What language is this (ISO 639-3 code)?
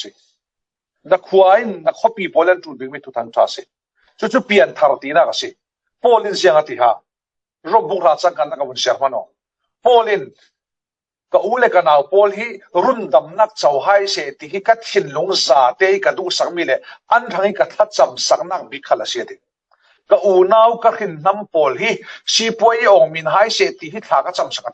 cfm